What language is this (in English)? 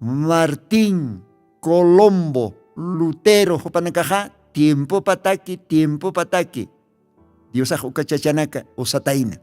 Aymara